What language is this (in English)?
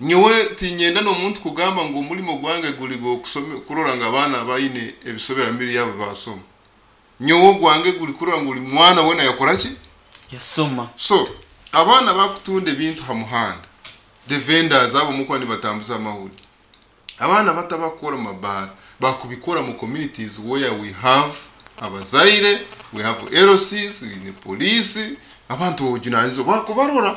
Nyoro